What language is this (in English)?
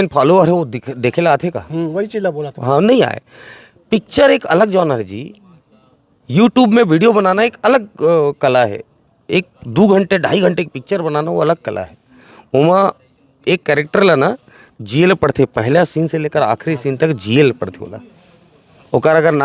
Chhattisgarhi